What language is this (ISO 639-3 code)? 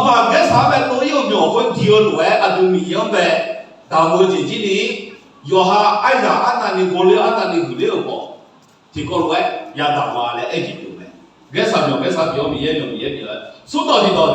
ahk